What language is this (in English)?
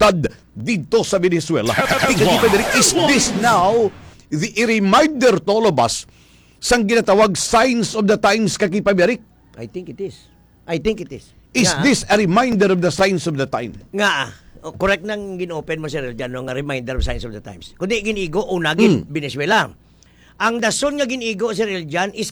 Hiligaynon